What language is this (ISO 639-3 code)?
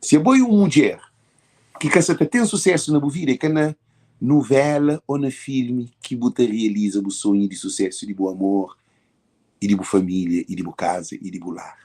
kea